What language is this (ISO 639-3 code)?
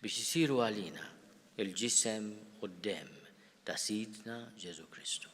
mlt